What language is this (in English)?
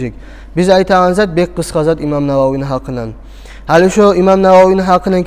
Kumyk